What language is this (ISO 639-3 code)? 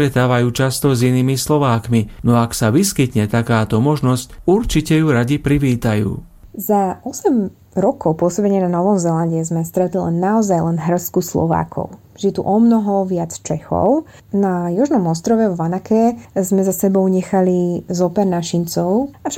slk